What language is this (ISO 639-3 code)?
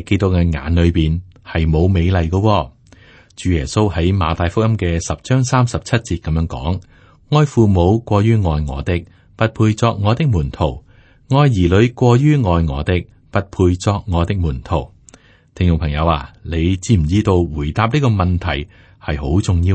yue